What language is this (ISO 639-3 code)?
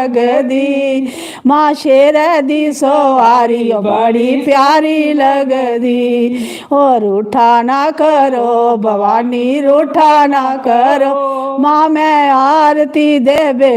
doi